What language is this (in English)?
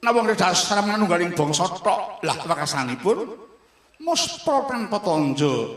Javanese